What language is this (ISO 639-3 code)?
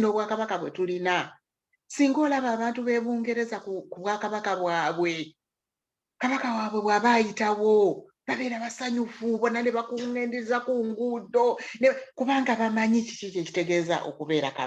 lug